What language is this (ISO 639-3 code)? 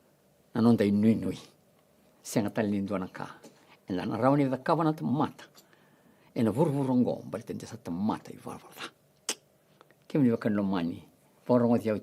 fij